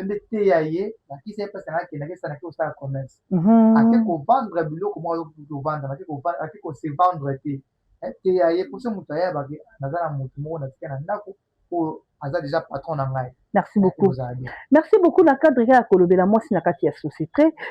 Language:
Lingala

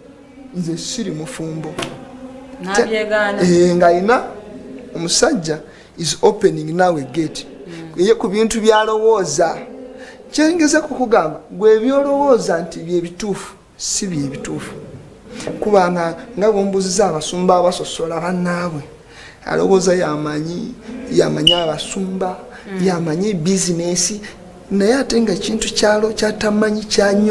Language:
Ganda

